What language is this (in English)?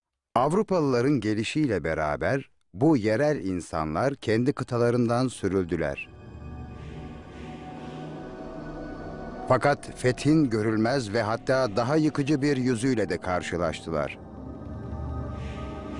Turkish